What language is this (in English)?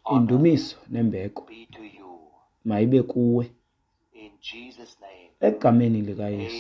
Xhosa